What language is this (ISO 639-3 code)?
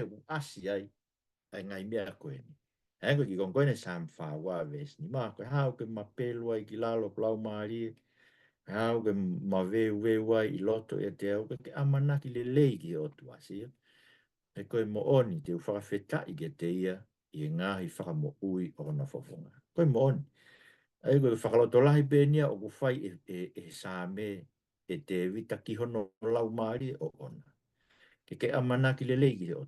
ton